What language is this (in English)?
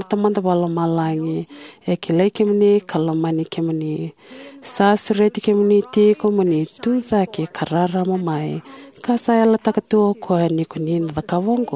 Fijian